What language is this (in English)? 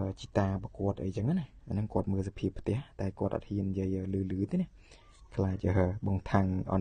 Khmer